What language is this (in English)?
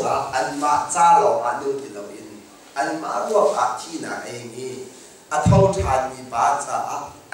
Hakha Chin